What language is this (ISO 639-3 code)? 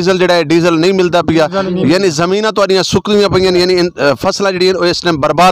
lah